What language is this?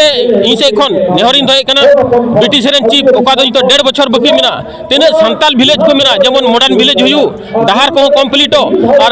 Santali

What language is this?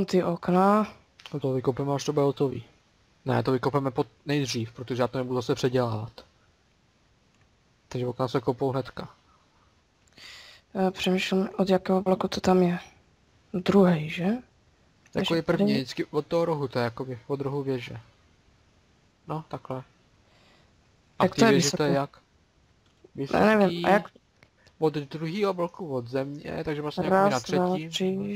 Czech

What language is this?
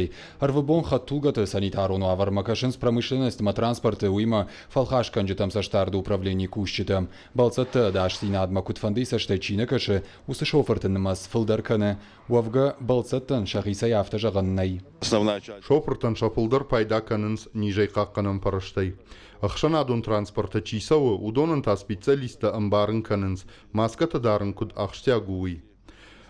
Ossetic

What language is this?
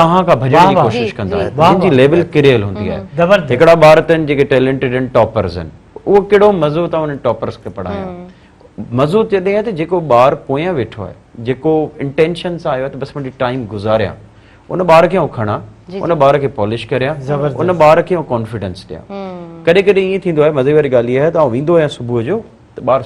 Sindhi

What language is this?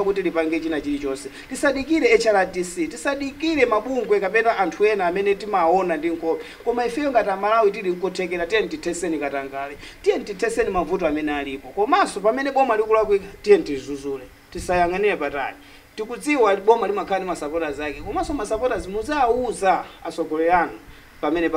Nyanja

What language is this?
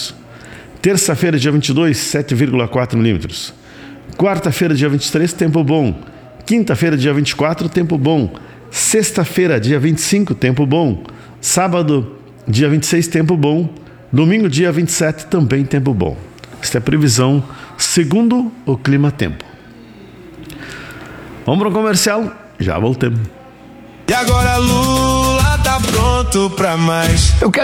Portuguese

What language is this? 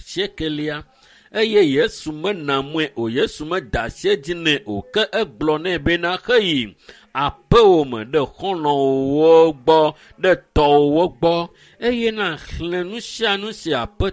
Ewe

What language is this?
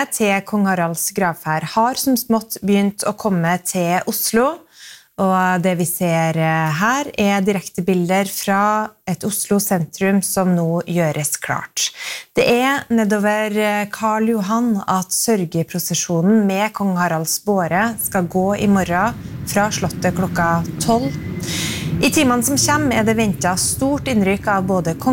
Norwegian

